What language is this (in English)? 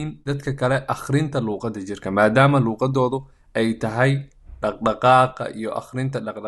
Somali